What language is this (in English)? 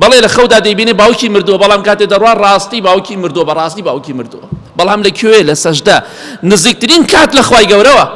Central Kurdish